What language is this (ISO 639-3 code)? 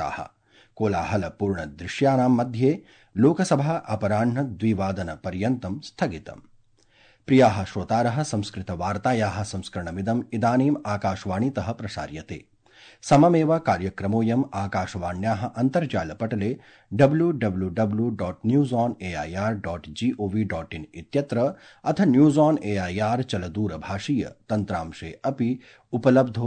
san